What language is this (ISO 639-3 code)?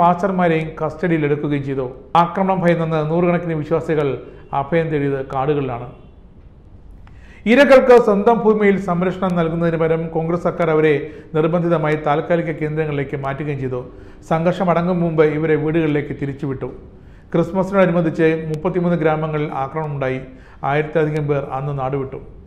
mal